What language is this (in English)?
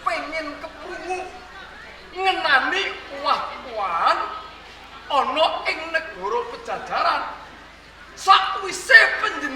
Javanese